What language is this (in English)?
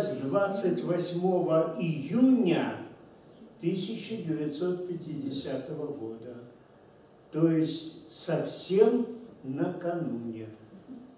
Russian